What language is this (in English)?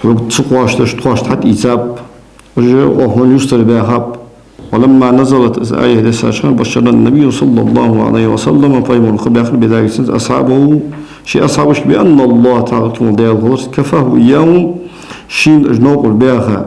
Ingush